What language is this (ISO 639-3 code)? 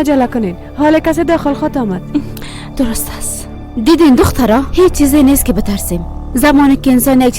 fas